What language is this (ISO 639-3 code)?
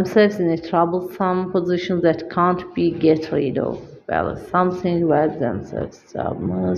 aze